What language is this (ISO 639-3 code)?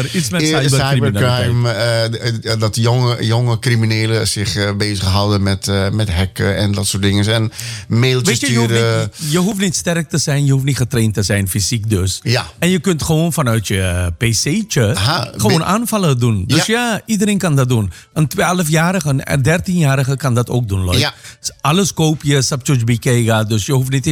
nld